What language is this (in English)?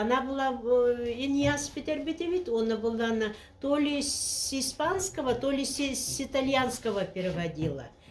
Yakut